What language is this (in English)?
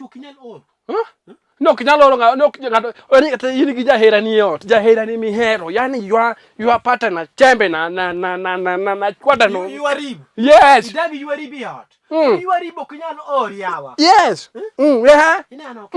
Luo (Kenya and Tanzania)